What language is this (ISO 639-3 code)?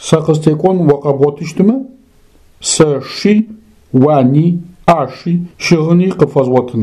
ady